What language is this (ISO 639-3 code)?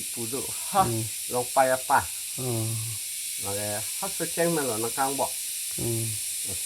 mjw